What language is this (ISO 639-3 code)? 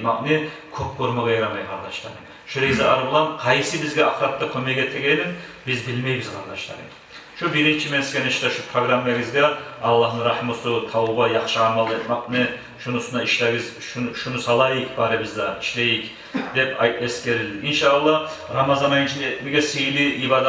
kum